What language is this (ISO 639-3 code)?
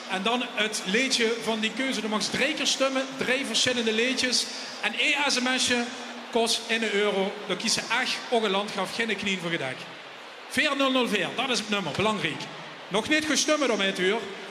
lim